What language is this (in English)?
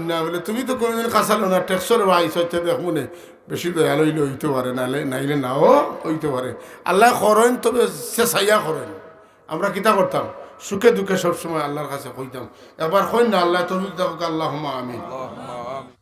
Sylheti